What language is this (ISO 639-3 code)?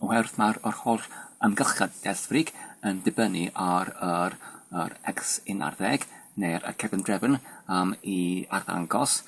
cym